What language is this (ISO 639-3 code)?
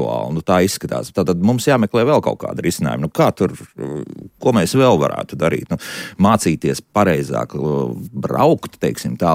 lav